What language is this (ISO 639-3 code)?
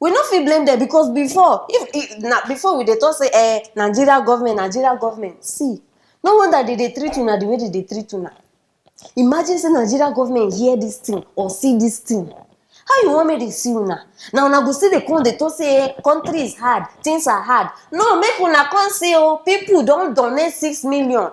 pcm